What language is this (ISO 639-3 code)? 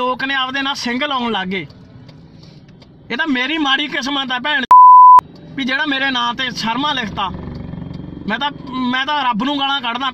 pan